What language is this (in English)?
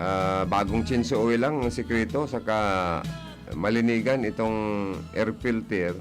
Bikol